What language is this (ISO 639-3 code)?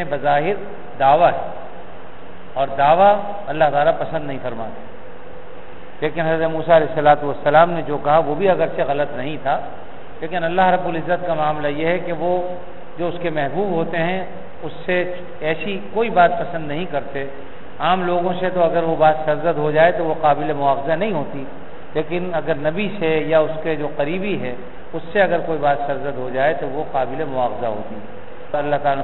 urd